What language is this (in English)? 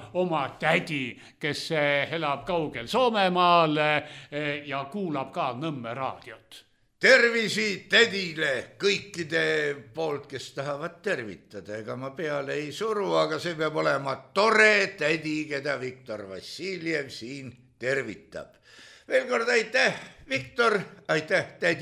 Estonian